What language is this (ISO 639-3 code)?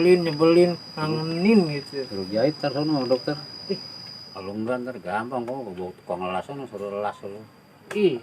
bew